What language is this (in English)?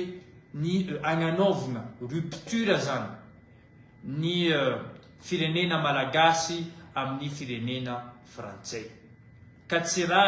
Malagasy